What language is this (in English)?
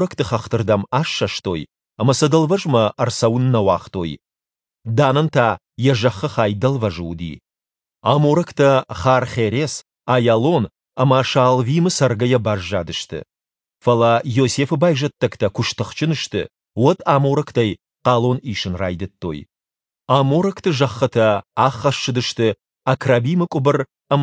Ossetic